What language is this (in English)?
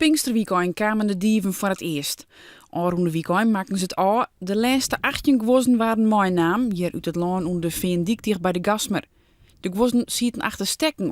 Western Frisian